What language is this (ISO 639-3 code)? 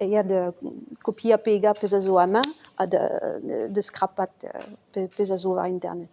bre